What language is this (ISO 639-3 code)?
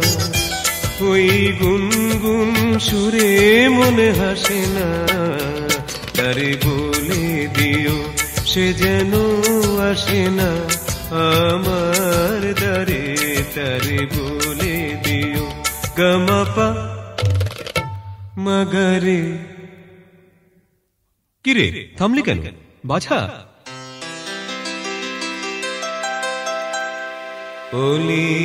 ben